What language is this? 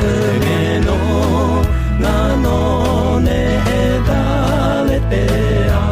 Akha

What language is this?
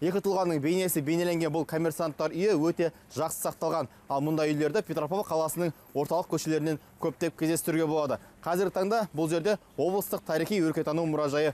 Kazakh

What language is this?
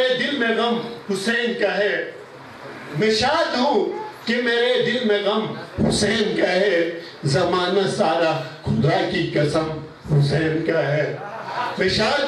Urdu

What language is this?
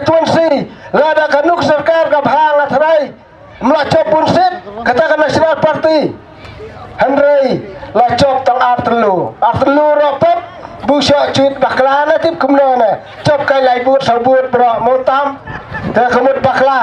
Khasi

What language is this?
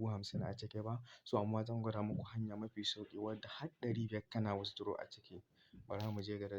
Hausa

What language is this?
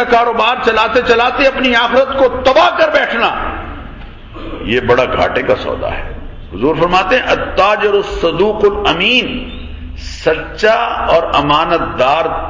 Urdu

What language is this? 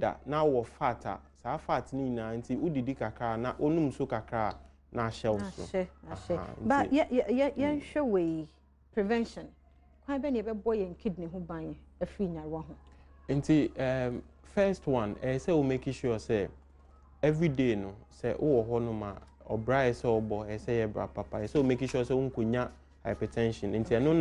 Akan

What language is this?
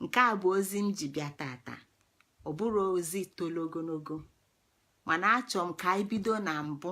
Igbo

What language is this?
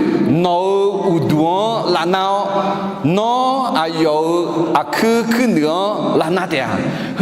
Akha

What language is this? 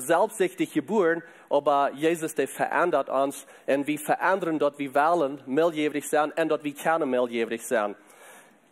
Plautdietsch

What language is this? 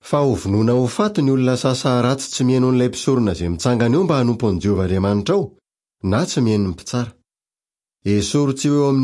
Malagasy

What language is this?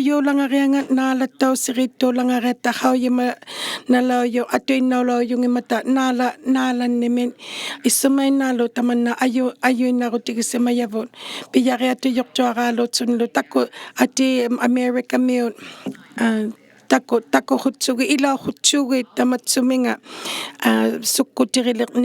Inuktitut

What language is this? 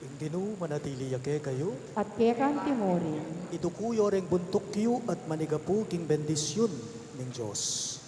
Pampanga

